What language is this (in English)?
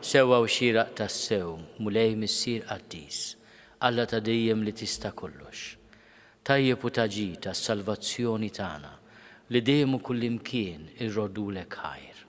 Maltese